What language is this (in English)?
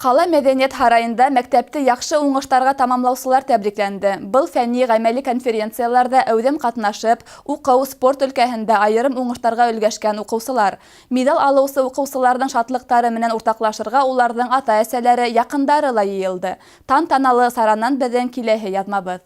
Bashkir